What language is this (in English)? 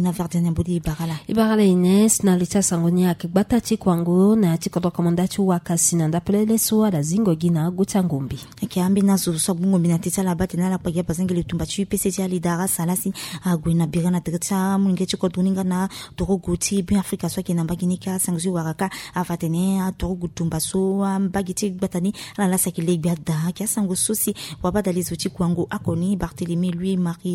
Sango